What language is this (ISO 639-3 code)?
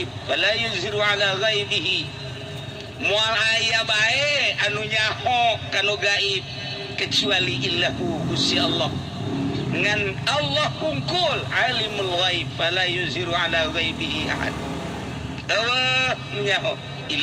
sun